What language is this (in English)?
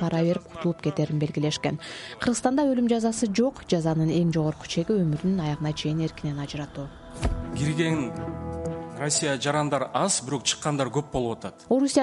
Kyrgyz